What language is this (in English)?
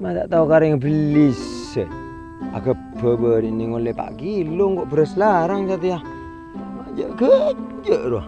Madurese